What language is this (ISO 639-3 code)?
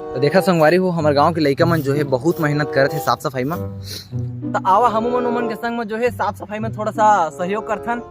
hne